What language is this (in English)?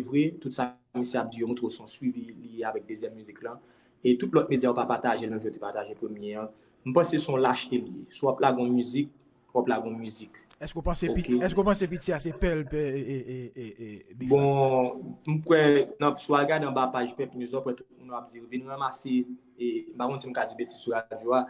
Haitian Creole